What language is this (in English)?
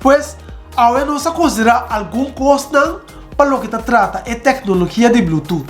Papiamento